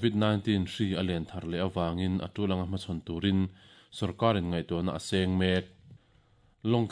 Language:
Mizo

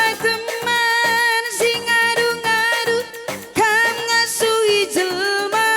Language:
Batak Karo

